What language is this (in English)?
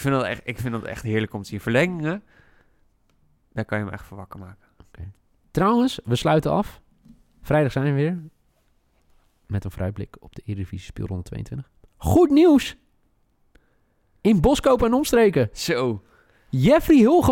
Dutch